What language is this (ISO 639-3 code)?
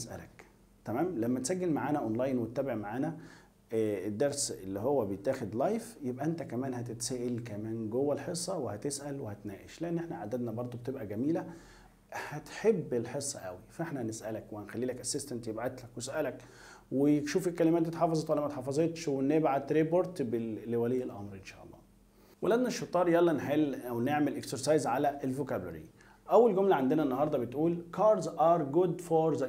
arz